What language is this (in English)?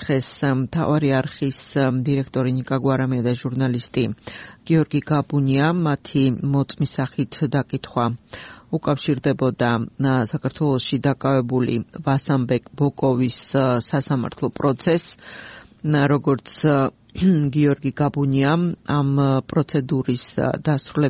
Georgian